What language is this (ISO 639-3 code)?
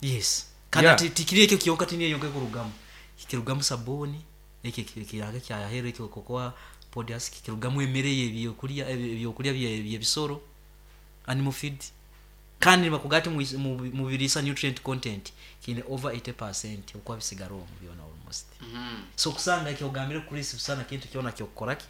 nyn